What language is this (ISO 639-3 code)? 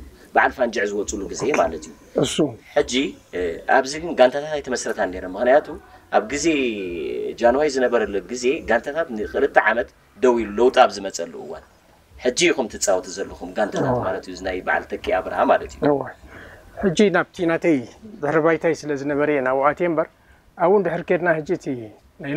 tir